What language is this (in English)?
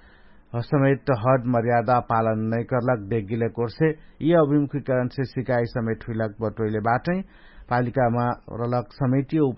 Dangaura Tharu